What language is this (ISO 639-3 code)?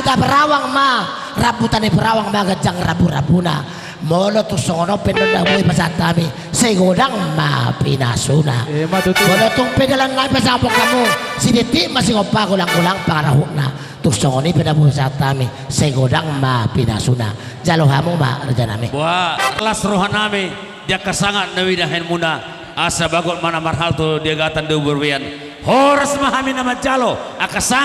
bbc